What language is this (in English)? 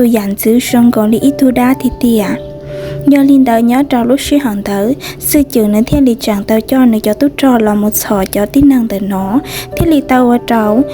Hmong